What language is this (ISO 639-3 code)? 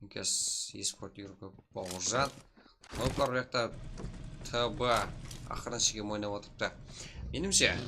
kaa